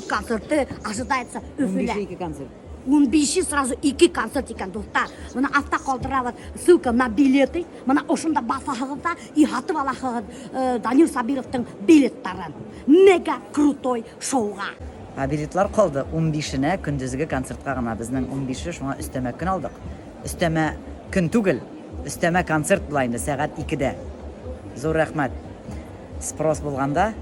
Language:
Bashkir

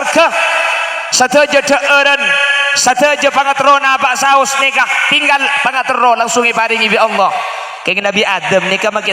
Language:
Madurese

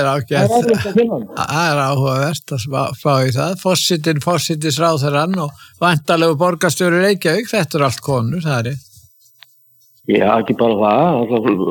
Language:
Icelandic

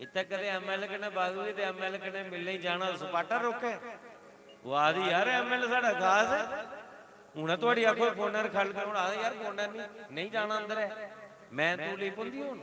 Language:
Dogri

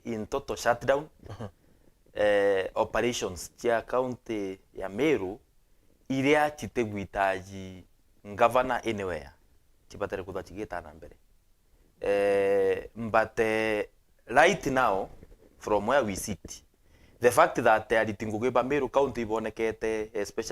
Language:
Meru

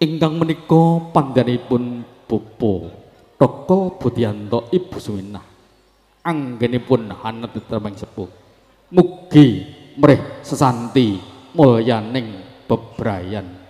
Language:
Javanese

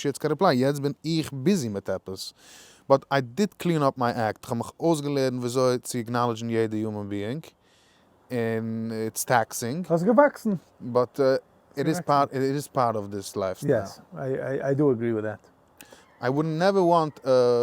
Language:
Yiddish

